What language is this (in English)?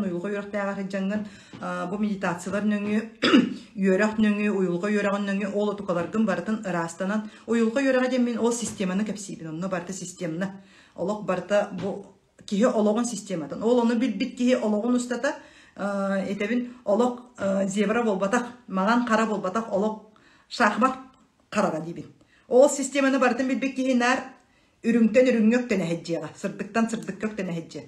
Yakut